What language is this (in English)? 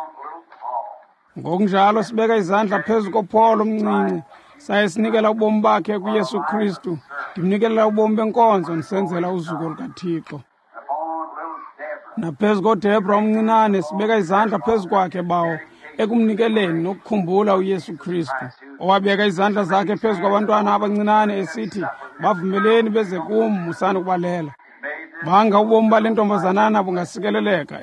Xhosa